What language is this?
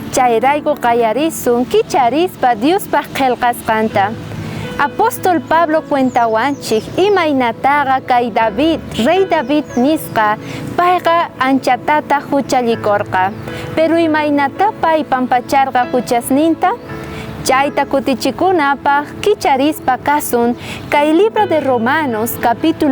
South Bolivian Quechua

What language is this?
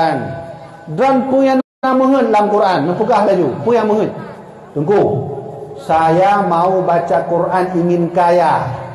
Achinese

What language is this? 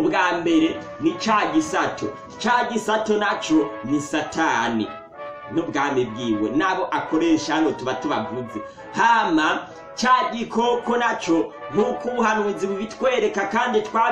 Rundi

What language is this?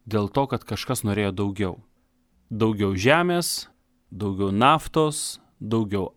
Lithuanian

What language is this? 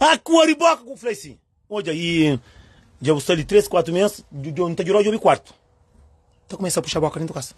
Kabuverdianu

